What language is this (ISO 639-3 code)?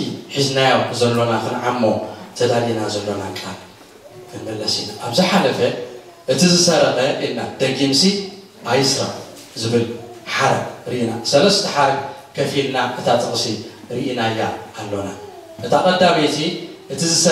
tir